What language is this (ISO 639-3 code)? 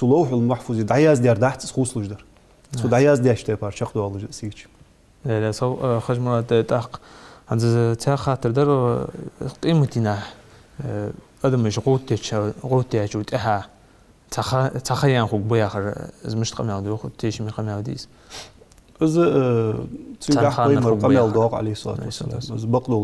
inh